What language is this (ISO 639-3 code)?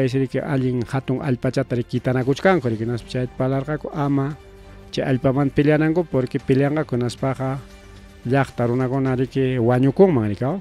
quy